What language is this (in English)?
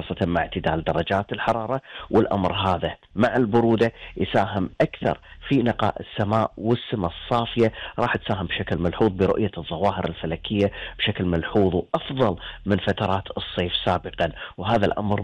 Gulf Arabic